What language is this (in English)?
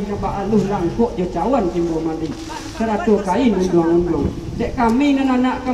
Minangkabau